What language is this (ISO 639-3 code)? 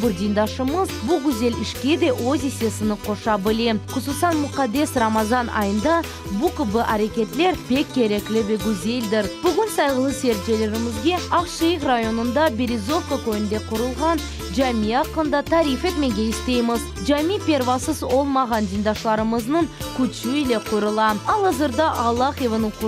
crh